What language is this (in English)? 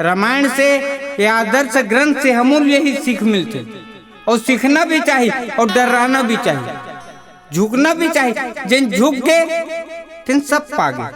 Chhattisgarhi